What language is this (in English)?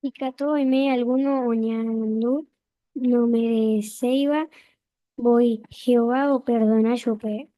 Guarani